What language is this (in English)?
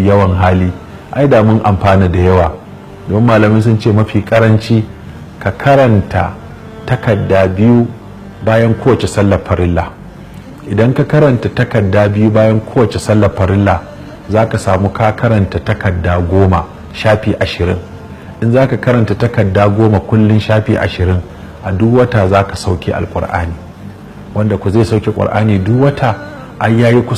Hausa